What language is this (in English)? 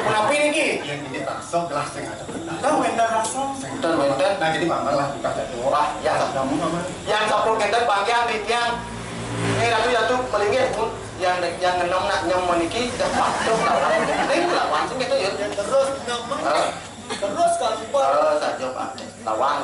Balinese